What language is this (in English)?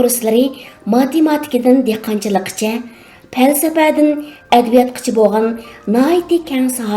Uyghur